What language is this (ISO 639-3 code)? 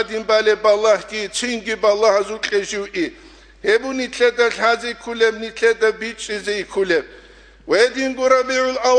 ava